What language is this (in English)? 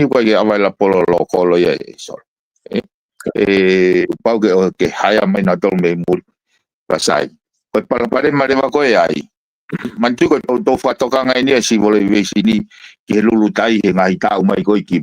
Tongan